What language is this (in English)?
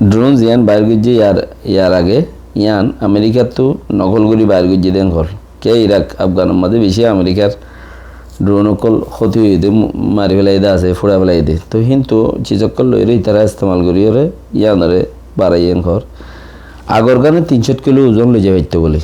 Rohingya